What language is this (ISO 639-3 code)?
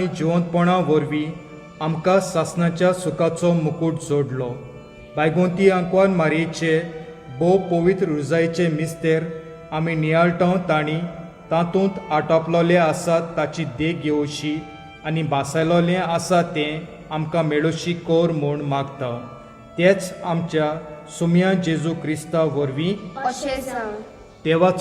kok